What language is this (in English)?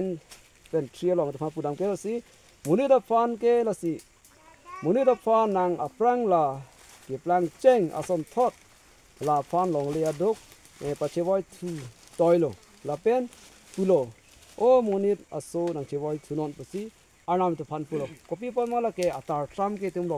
Karbi